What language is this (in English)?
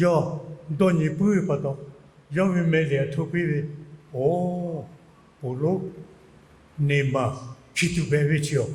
Lahu